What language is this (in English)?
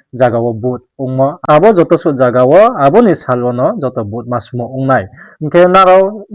Riang (India)